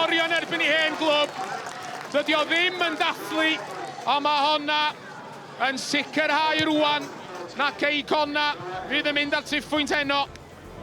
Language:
Welsh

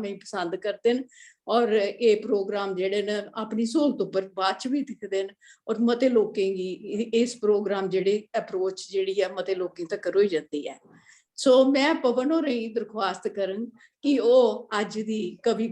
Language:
Dogri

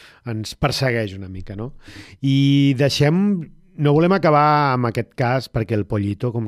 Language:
Catalan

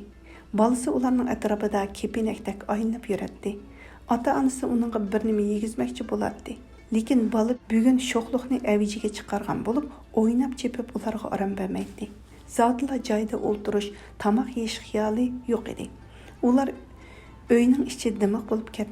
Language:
Uyghur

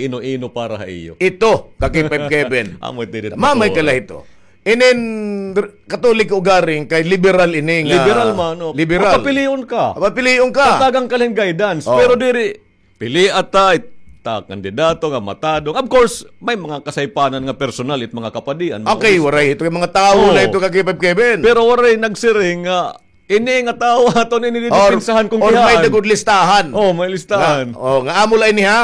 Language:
Waray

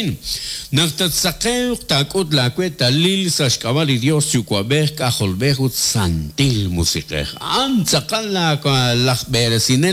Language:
Kekchí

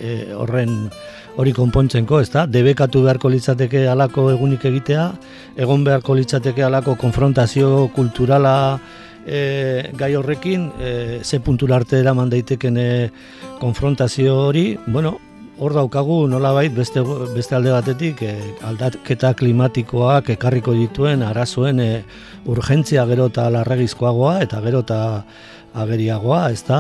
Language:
Basque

